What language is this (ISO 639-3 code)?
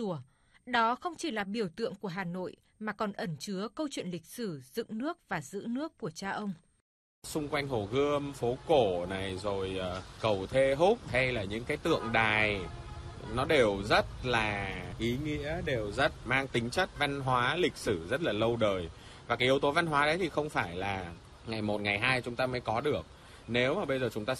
vie